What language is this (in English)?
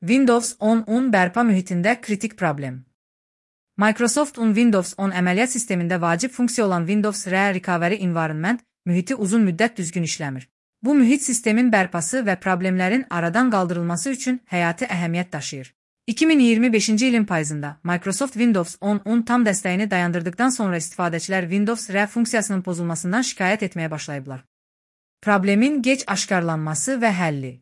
Azerbaijani